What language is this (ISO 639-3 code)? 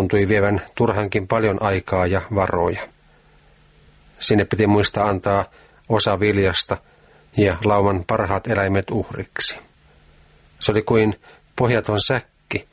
fin